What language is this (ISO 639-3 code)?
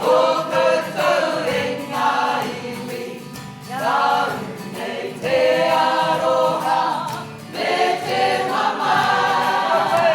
mri